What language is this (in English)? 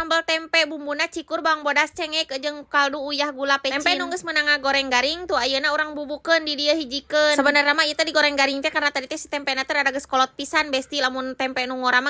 Sundanese